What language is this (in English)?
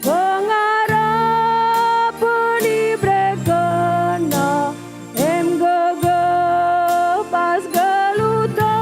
Batak Karo